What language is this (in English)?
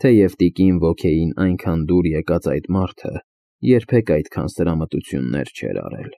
Armenian